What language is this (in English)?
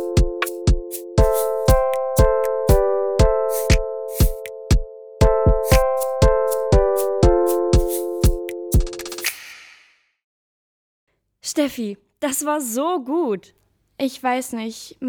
German